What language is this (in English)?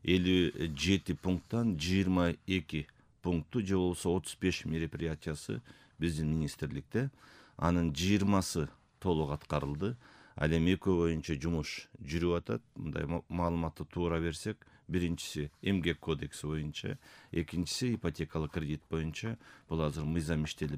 Kyrgyz